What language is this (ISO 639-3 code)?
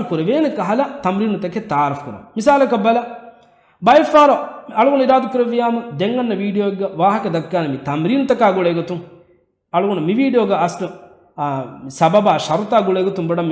div